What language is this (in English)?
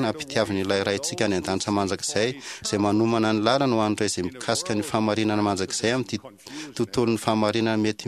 Malagasy